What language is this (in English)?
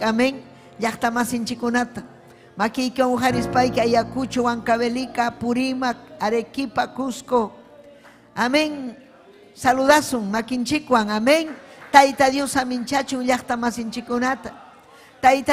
Ayacucho Quechua